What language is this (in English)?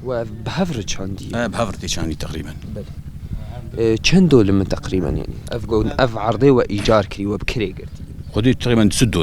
Kurdish